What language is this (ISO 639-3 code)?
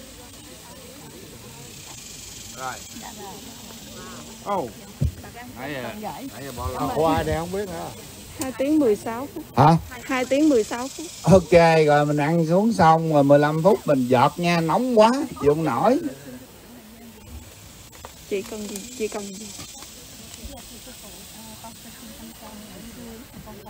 vie